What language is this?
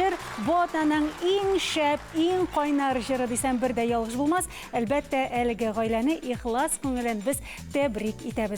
Tatar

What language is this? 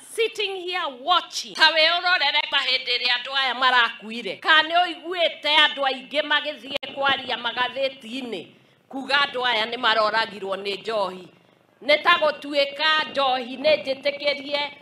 Kikuyu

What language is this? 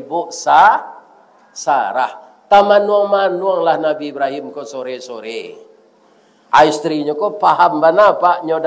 Minangkabau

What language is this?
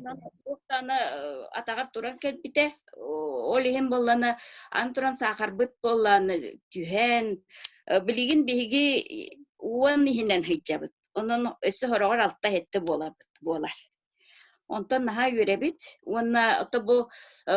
Yakut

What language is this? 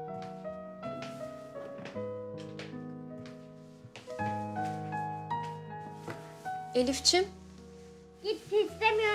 Turkish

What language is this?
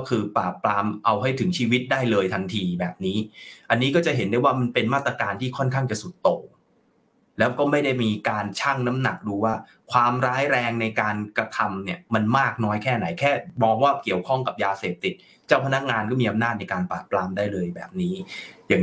Thai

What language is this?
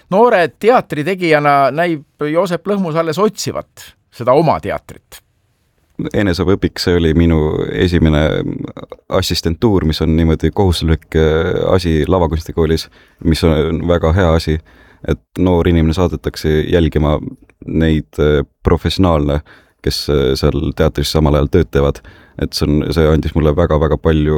Estonian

